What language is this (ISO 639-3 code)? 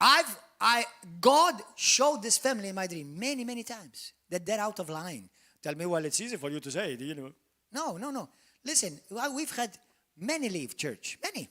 eng